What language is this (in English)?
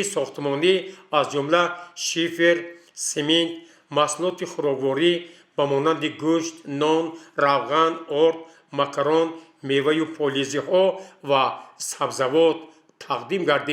Tajik